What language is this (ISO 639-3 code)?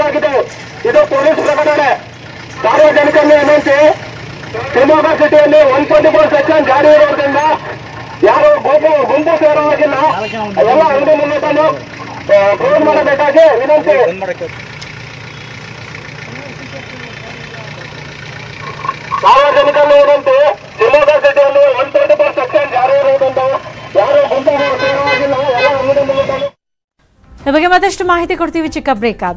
kan